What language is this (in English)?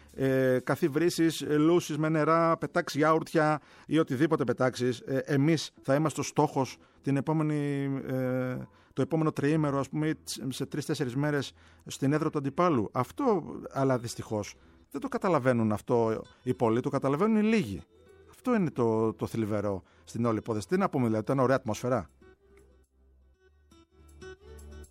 Greek